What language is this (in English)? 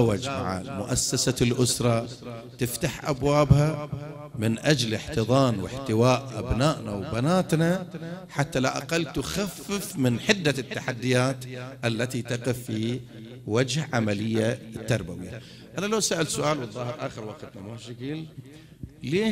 Arabic